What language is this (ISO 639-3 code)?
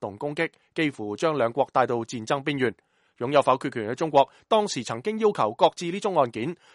yue